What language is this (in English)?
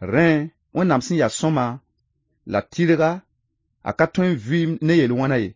Mossi